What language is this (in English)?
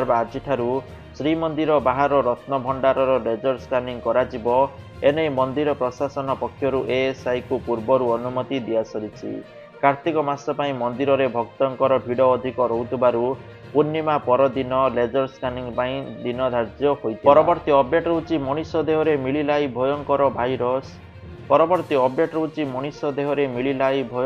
Odia